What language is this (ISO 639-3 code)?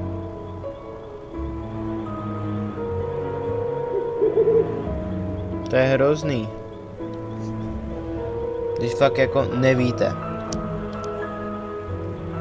ces